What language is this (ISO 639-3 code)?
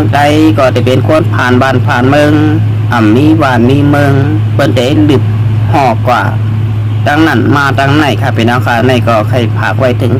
shn